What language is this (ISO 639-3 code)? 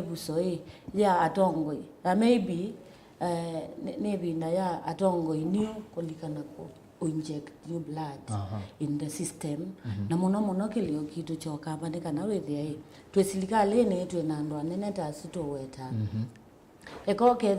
kam